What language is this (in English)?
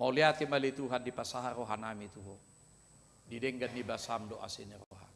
Batak Toba